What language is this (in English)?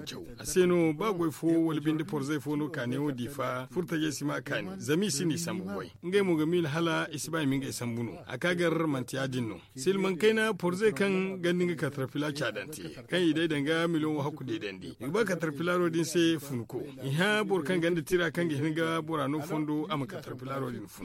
Zarma